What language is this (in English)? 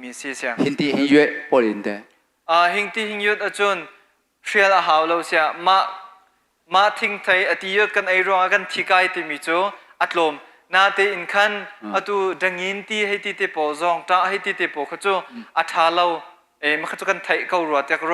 Hakha Chin